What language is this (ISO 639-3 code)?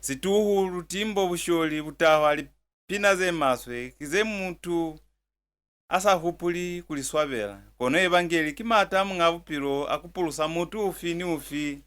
loz